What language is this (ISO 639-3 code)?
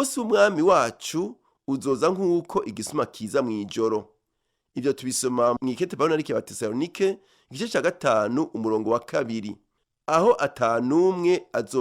run